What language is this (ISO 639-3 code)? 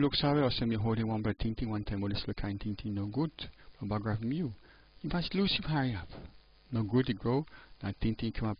tpi